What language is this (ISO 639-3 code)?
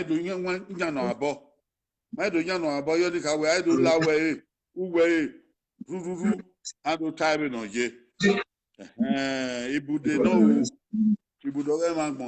bin